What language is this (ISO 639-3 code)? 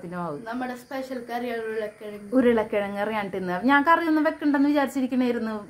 mal